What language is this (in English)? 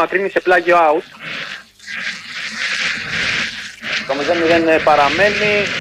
Greek